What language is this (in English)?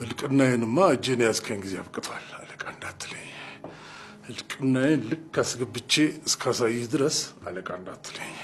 Amharic